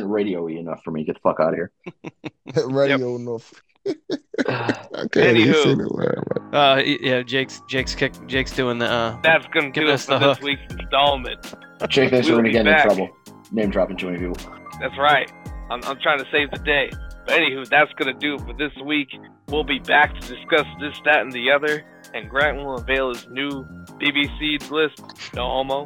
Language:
English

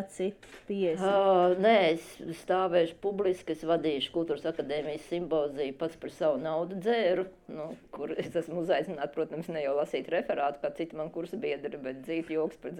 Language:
Latvian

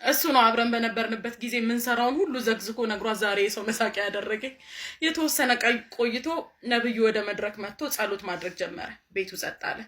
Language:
Amharic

